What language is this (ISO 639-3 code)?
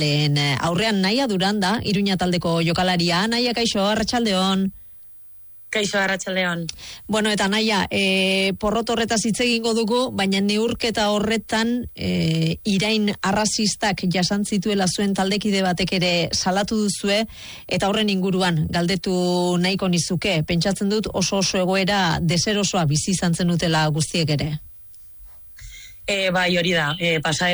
eus